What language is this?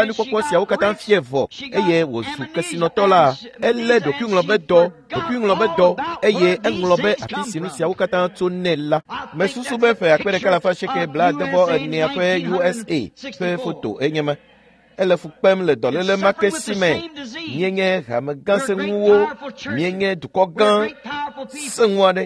Ewe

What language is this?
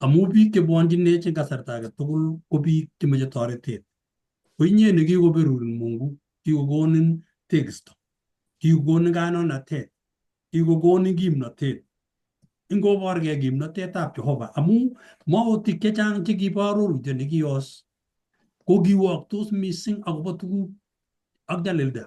Kalenjin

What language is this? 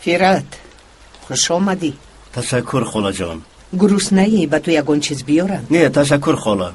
Tajik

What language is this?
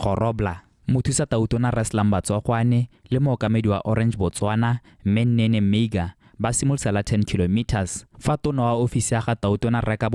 Tswana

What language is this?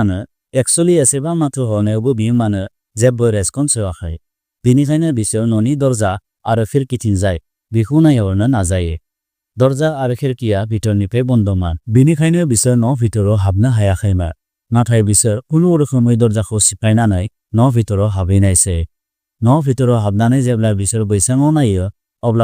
Bodo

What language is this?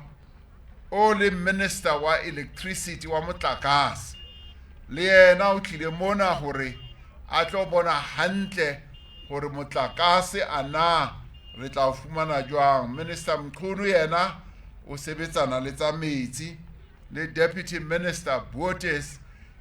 Southern Sotho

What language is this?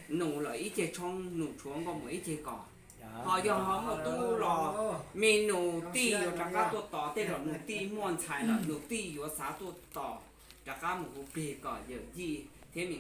Hmong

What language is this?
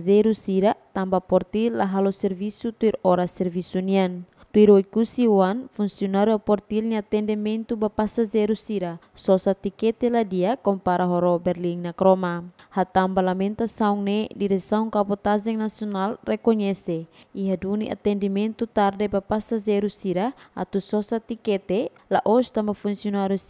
Tetum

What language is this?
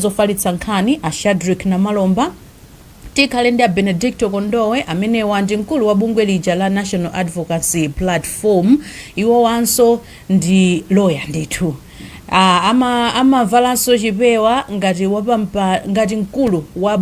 Nyanja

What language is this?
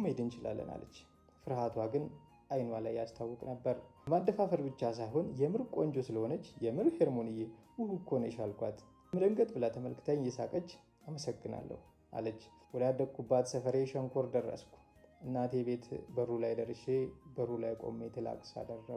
Amharic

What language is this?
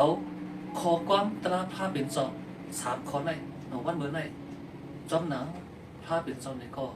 Shan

